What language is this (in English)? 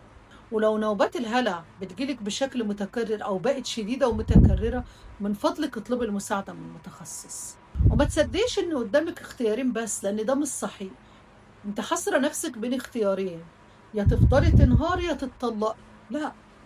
Egyptian Arabic